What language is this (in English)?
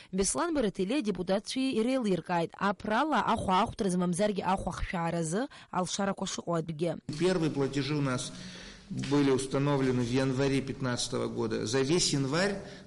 Abkhazian